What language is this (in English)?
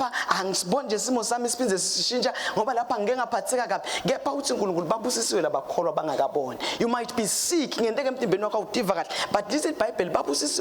Swati